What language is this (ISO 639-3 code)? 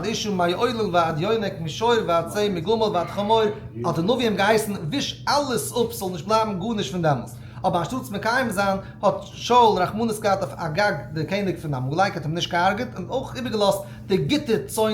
yid